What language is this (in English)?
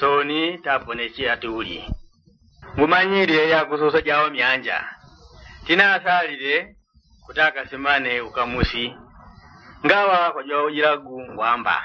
Yao